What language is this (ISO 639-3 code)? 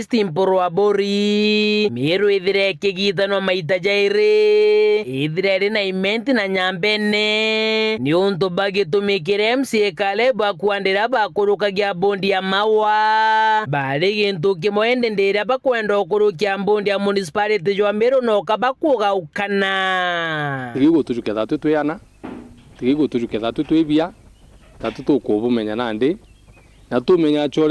mer